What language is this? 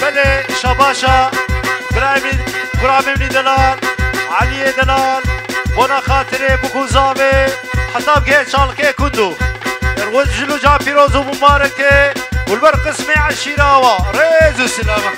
Kurdish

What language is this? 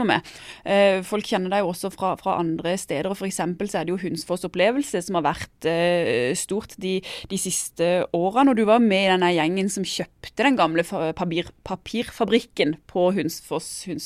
Norwegian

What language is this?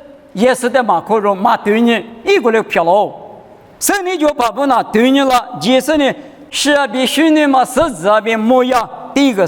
Lisu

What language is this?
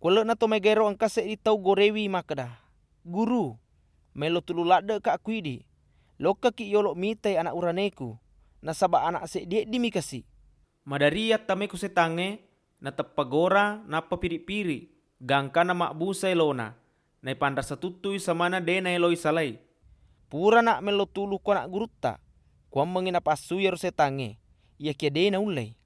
Buginese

